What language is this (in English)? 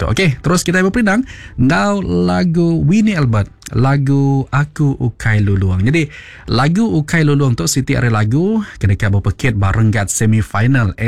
Iban